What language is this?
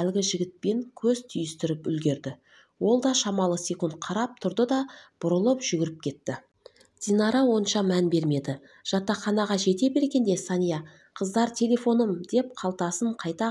Kazakh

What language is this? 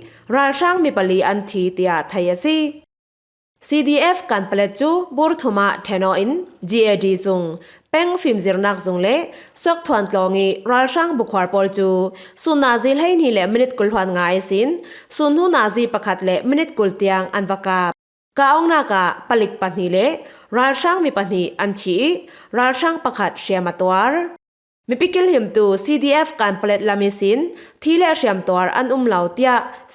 Falam Chin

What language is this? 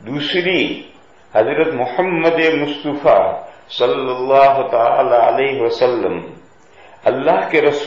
Urdu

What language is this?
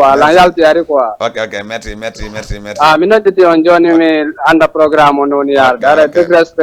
Fula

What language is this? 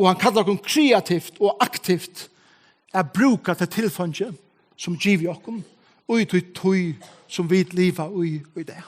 Faroese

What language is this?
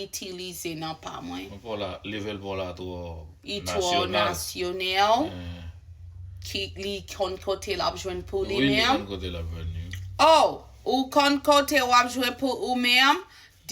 Haitian Creole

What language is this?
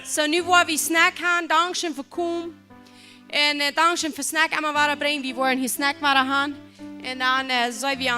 Plautdietsch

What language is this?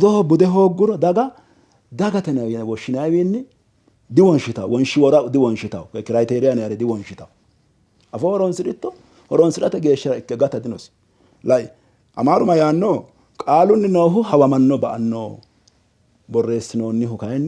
Sidamo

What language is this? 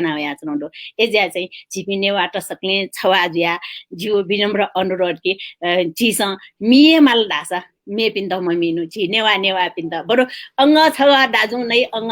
Newari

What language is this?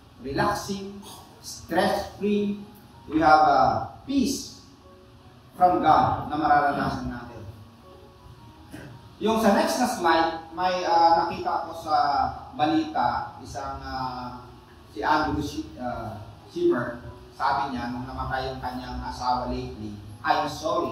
Filipino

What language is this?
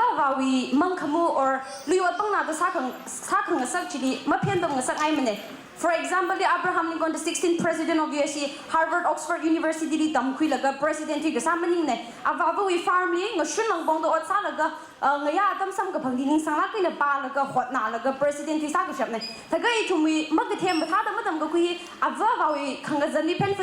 Tangkhul Naga (India)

